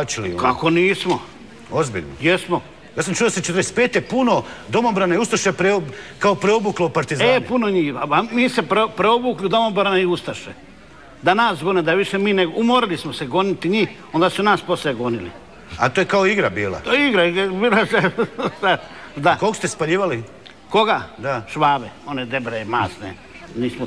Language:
Croatian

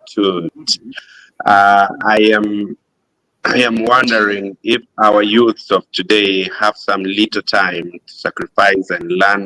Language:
Acoli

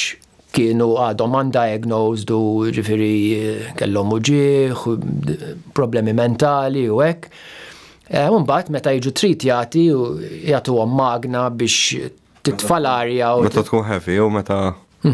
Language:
Maltese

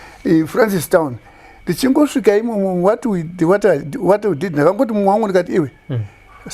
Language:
Shona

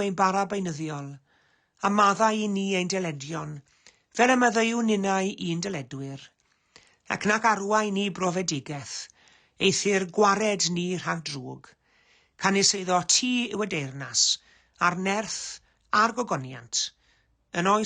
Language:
Welsh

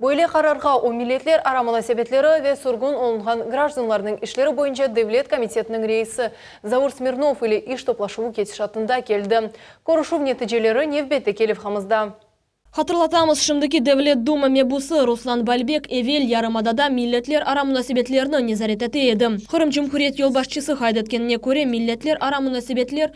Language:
Crimean Tatar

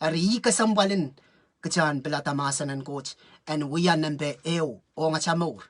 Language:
Pohnpeian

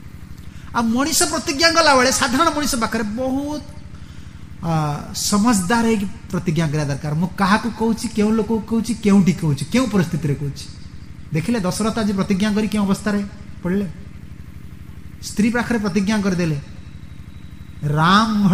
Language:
Odia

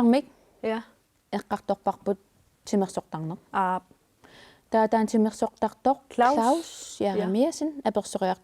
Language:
Kalaallisut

